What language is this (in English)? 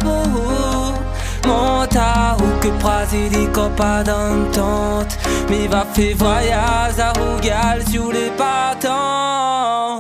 Réunion Creole French